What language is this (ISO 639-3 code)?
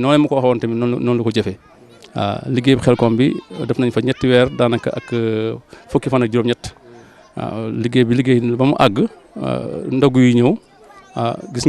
wol